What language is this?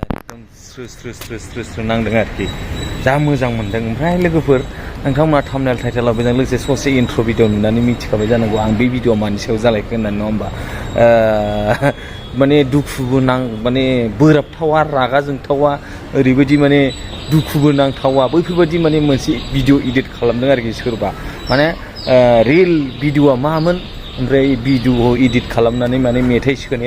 Bodo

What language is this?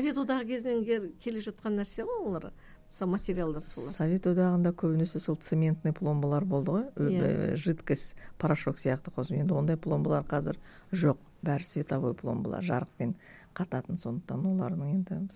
Kazakh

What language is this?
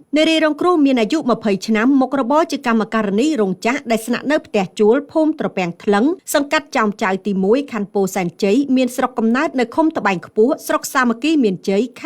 Khmer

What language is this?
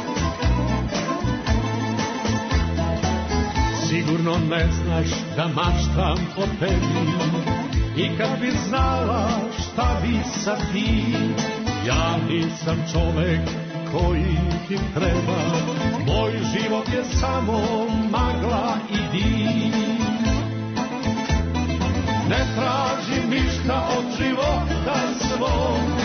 Serbian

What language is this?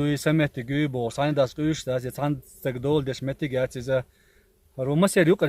Chechen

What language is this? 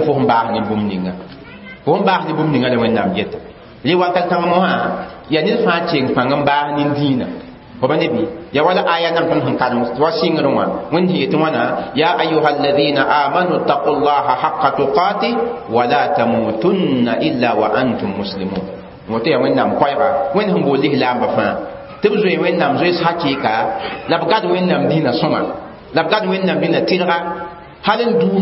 Mossi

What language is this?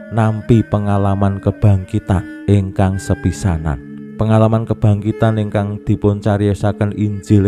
Javanese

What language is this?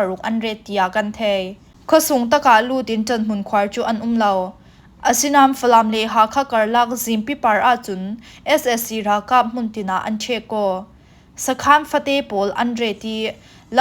Falam Chin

